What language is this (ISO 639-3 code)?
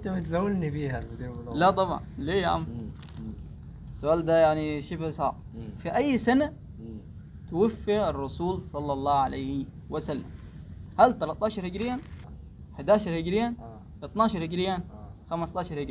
arz